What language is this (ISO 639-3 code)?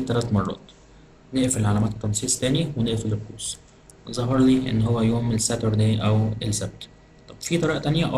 arz